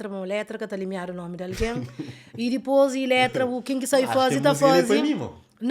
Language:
Kabuverdianu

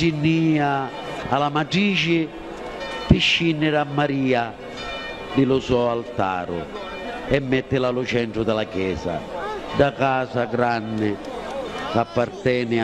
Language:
Sicilian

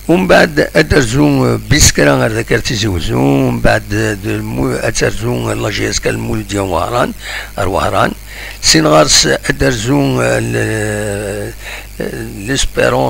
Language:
Algerian Arabic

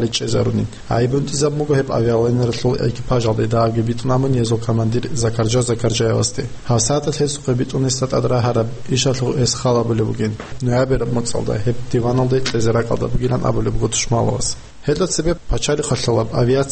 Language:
Avaric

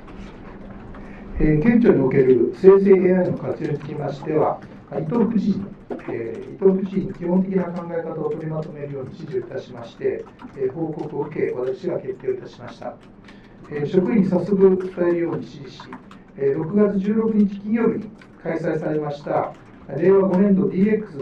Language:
Japanese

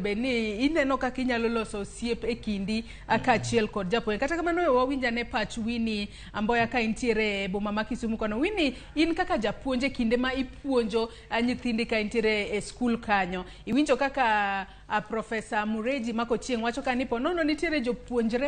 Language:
Luo (Kenya and Tanzania)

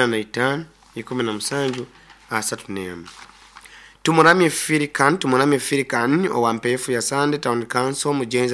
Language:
Nyoro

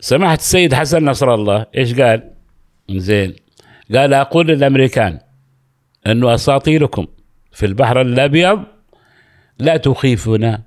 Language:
Gulf Arabic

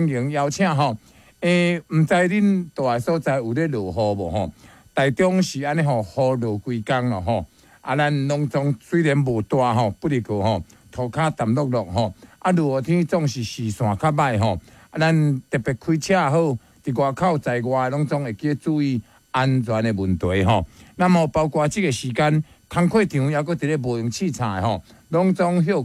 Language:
Min Nan Chinese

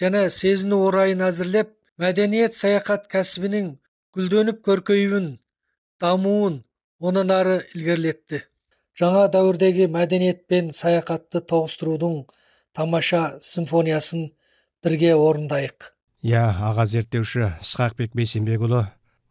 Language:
Kazakh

